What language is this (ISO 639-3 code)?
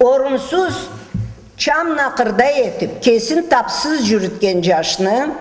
krc